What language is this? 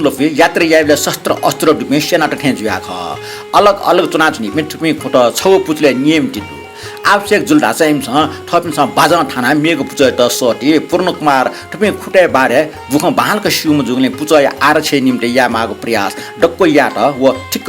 Newari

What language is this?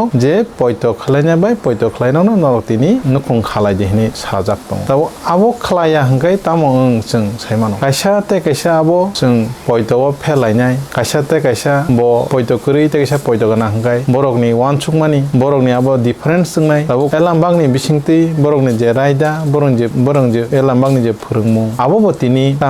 Kok Borok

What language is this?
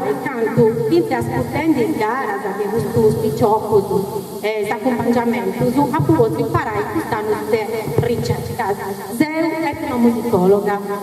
Sardinian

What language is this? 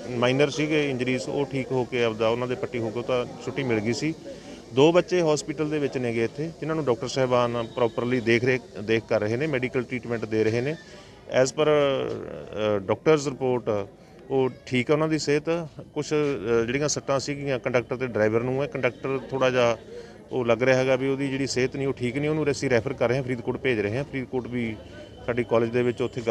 Punjabi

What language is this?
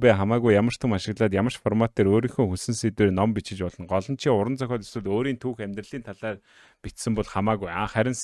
Mongolian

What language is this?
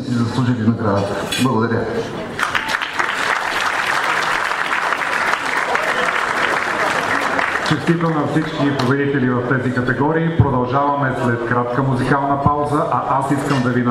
Bulgarian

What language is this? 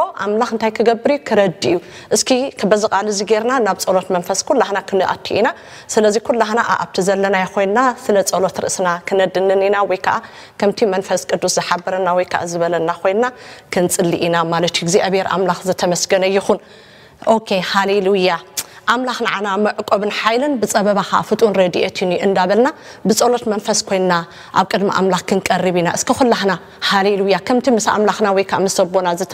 Tigrinya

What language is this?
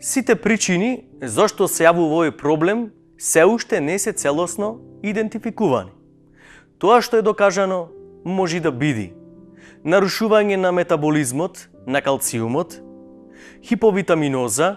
Macedonian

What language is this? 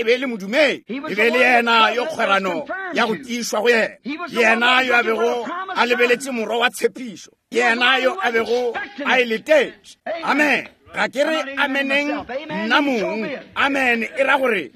Northern Sotho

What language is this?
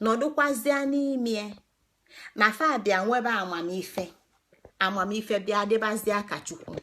Igbo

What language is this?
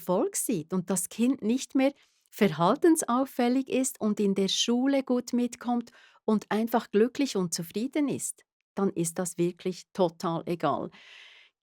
Swiss German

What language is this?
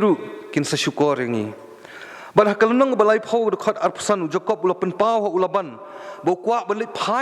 Khasi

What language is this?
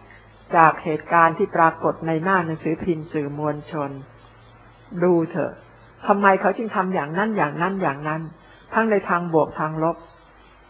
Thai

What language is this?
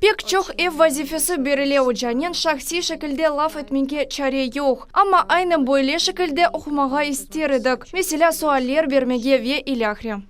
Crimean Tatar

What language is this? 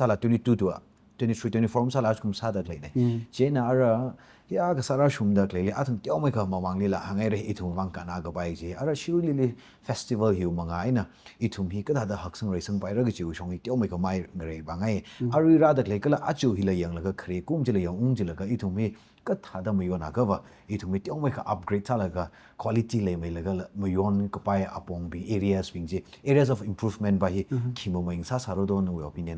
Tangkhul Naga (India)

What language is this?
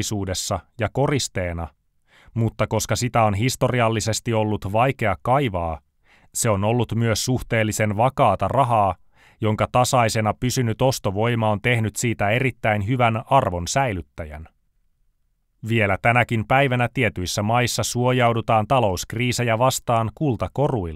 Finnish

